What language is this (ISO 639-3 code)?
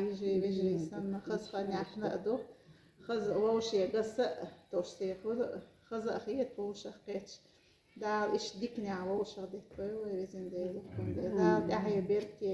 che